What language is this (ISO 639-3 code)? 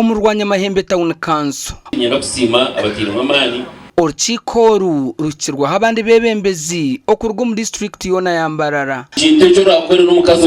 nyn